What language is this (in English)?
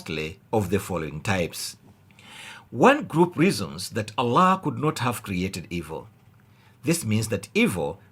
English